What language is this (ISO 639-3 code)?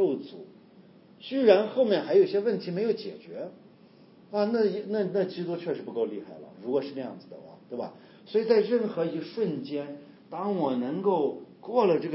zho